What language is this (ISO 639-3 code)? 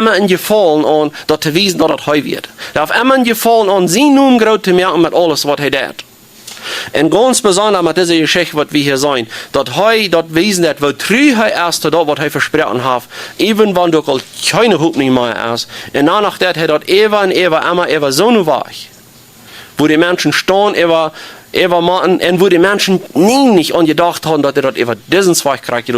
pdt